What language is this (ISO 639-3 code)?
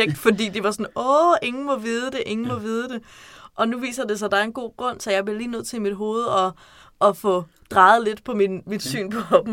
dan